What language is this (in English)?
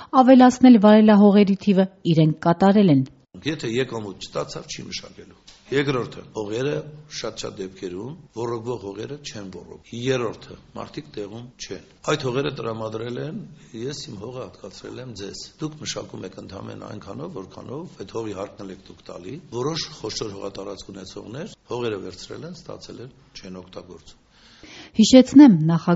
Armenian